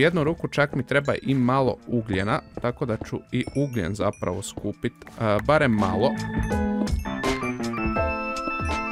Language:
Croatian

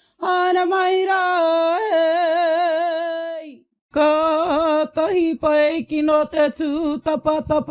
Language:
Māori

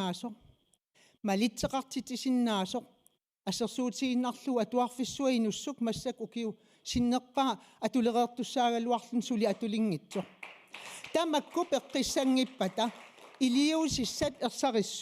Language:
Kalaallisut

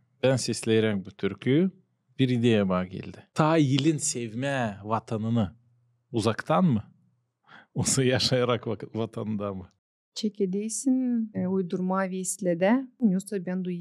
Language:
Gagauz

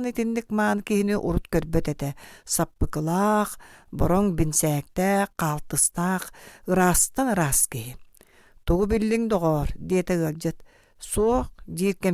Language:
Yakut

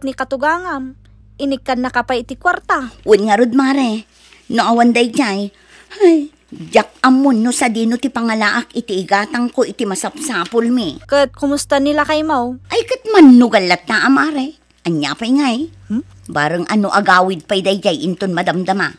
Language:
Iloko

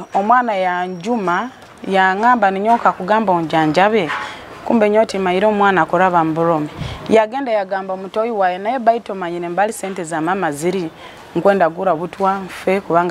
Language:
Nyoro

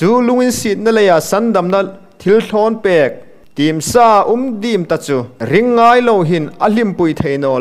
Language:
Hmar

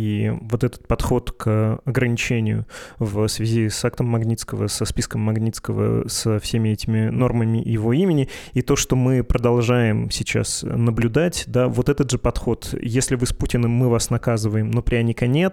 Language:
Russian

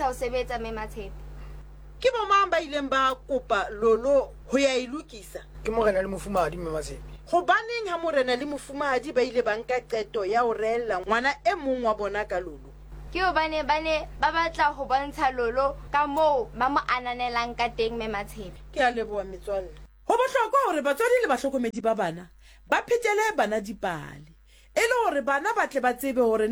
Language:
Southern Sotho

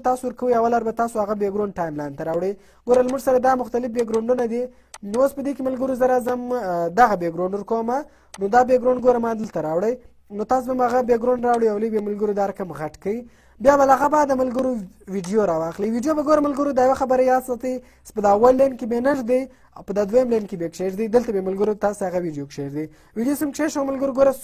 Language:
Pashto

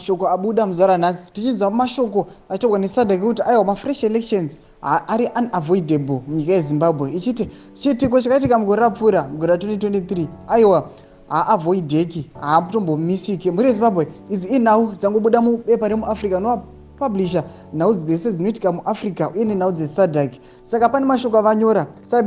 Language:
Shona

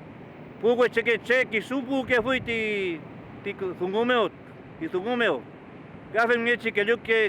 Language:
Mapuche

